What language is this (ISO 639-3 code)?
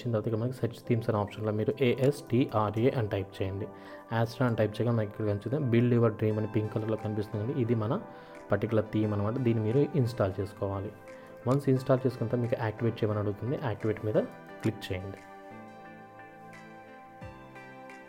tel